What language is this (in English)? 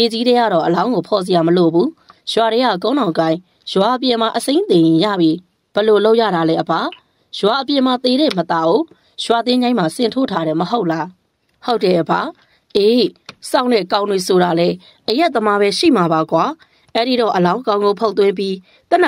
Burmese